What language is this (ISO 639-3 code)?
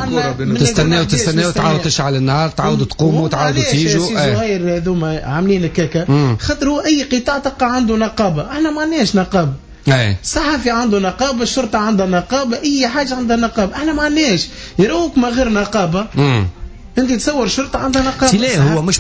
aeb